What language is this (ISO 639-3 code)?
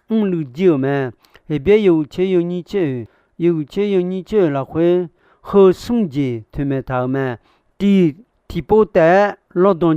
ahk